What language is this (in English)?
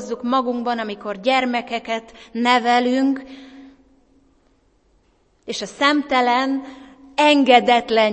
Hungarian